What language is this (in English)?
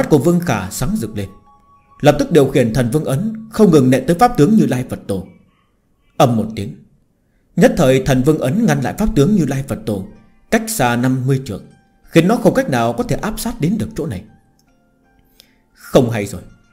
Vietnamese